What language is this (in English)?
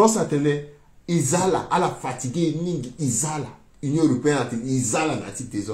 Sango